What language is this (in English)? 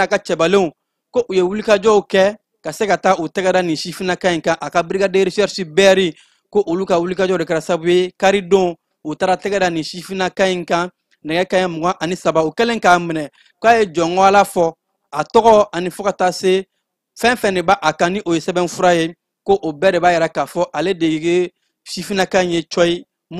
Bambara